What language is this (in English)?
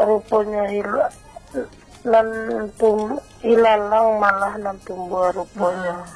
Minangkabau